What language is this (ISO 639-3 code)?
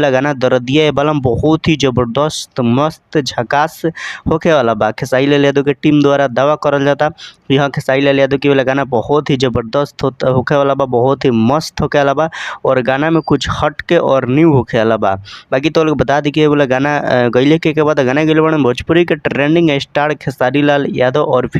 bho